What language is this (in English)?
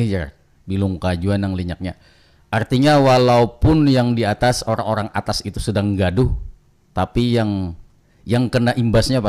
Banjar